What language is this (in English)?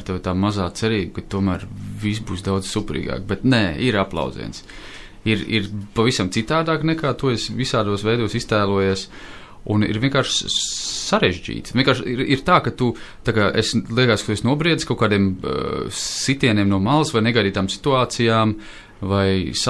Latvian